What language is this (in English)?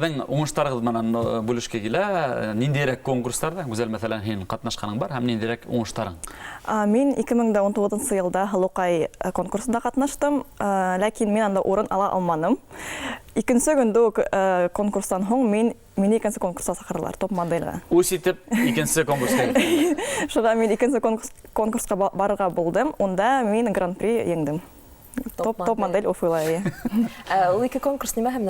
Bashkir